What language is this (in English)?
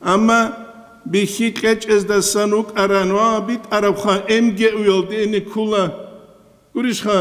Avaric